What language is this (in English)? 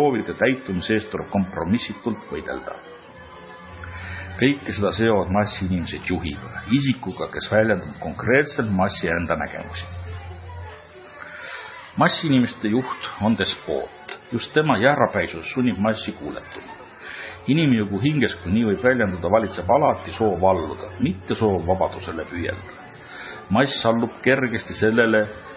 Estonian